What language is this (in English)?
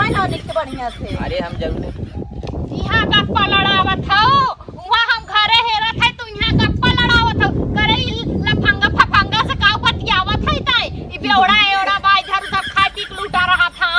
Awadhi